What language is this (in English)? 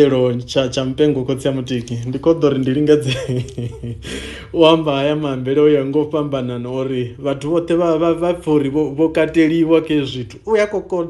Venda